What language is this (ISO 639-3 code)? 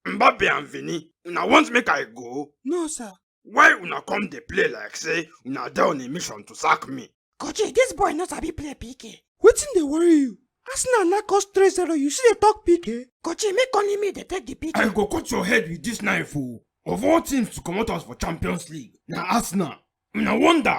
pcm